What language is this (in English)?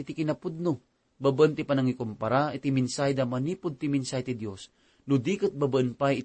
Iloko